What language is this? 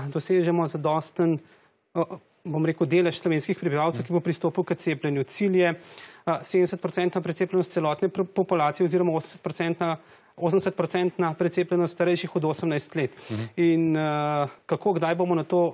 Slovenian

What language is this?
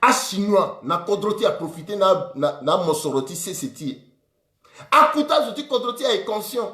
Sango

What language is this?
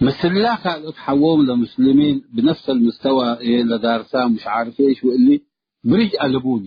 Tigre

